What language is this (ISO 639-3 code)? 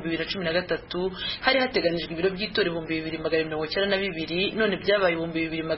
kin